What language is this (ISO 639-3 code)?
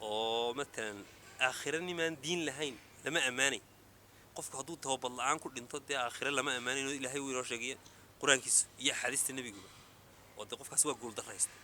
som